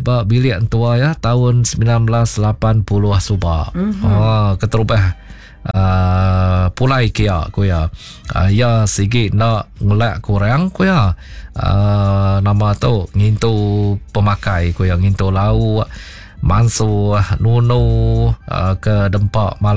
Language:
Iban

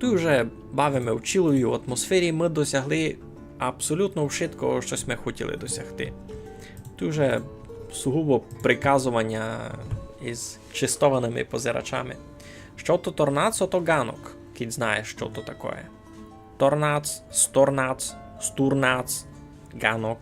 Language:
Rusyn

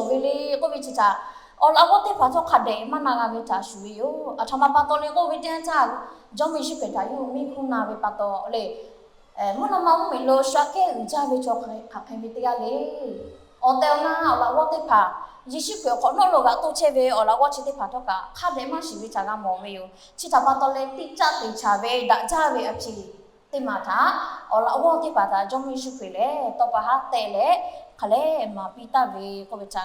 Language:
Lahu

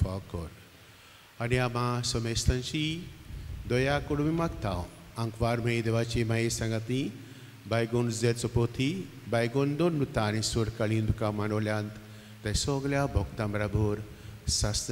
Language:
Konkani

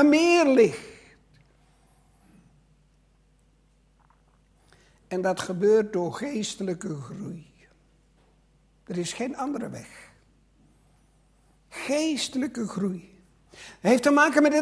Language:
Dutch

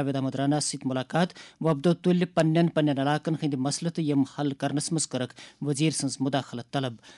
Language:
Kashmiri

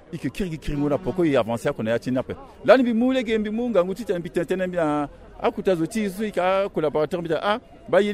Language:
Sango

